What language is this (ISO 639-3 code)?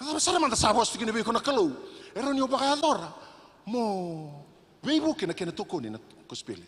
fij